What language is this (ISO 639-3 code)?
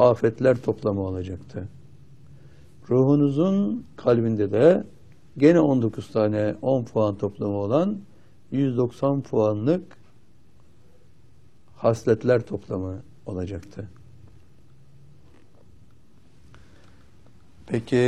tur